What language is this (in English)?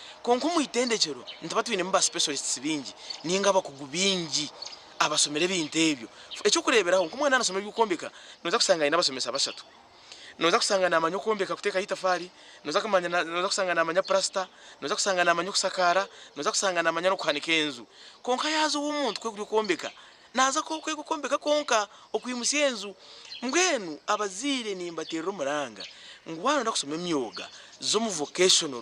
Nyankole